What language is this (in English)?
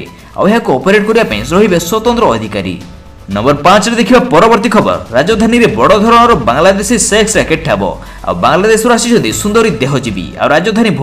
Odia